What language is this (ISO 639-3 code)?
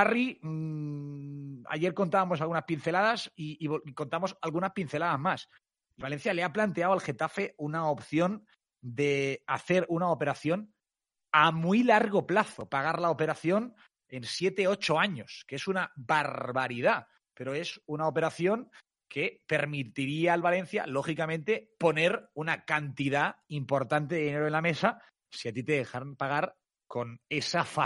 spa